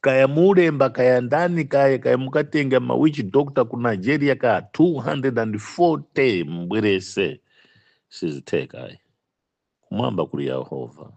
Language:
Nyanja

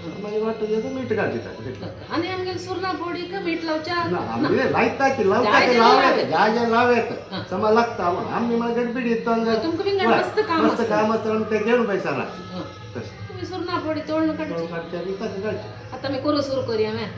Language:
Konkani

